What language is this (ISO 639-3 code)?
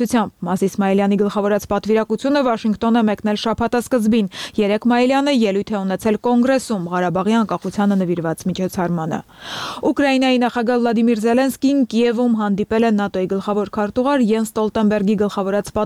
hye